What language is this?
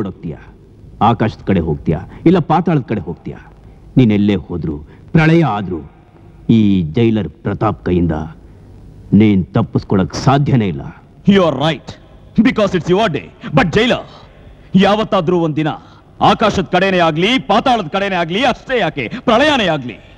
Kannada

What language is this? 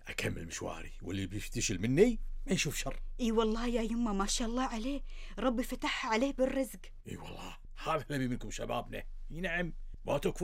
Gulf Arabic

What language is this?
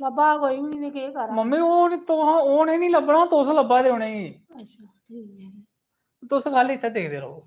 Dogri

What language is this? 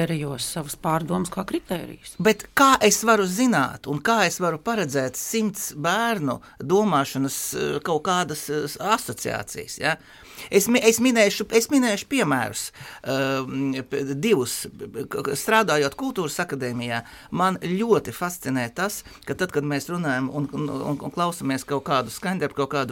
Latvian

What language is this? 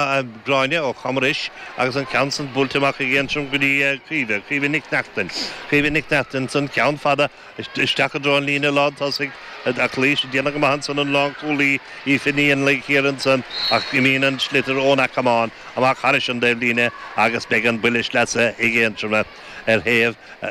Irish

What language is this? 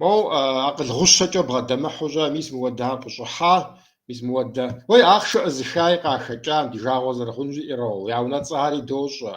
Kabardian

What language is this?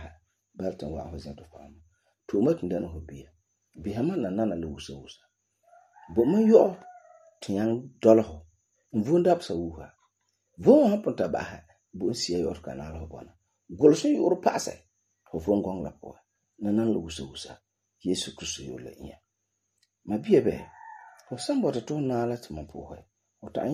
Frafra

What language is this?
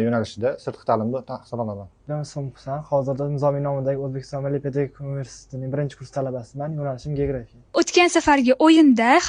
Uzbek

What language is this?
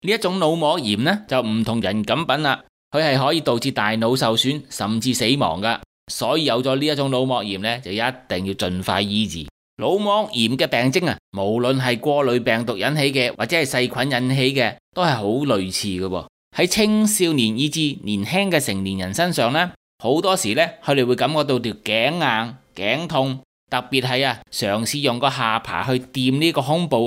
Cantonese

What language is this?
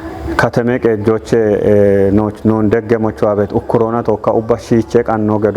Kafa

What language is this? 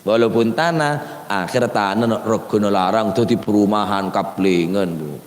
Madurese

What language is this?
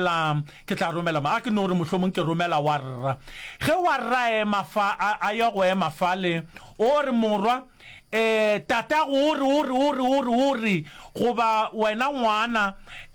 Northern Sotho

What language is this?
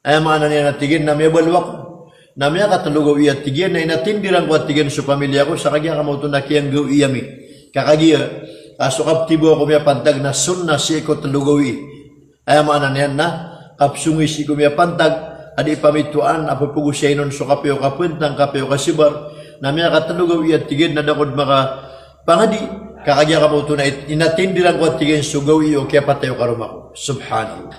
Maranao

